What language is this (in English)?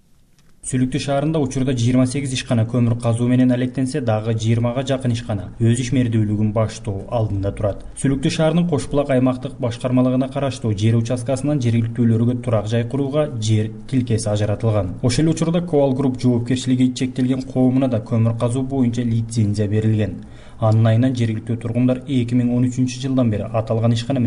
Kyrgyz